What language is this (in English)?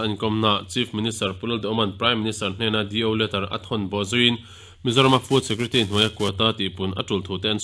Mizo